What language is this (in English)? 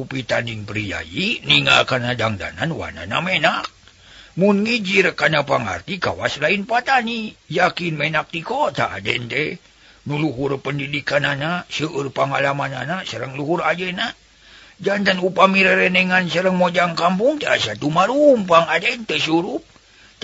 Sundanese